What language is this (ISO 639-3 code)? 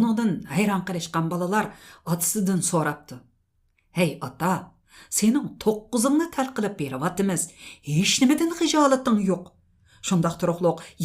uig